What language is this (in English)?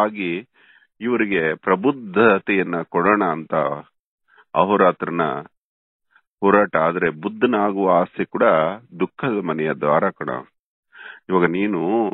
Kannada